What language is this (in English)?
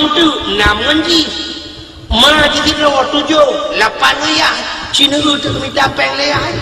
Achinese